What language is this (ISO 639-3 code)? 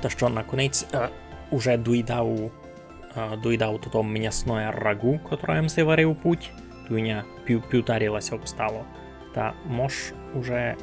rue